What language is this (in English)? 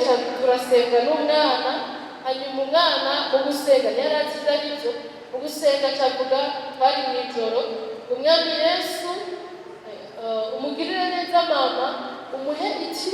Rundi